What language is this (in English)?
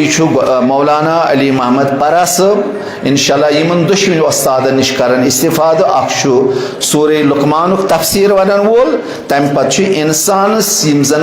Kashmiri